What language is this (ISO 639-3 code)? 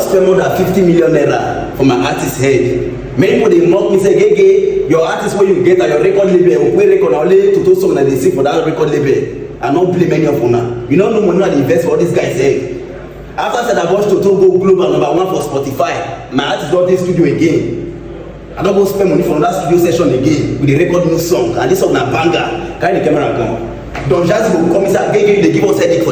pcm